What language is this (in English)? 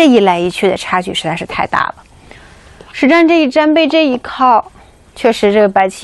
Chinese